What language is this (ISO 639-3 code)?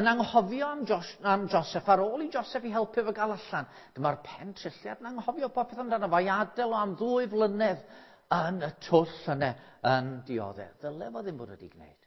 cym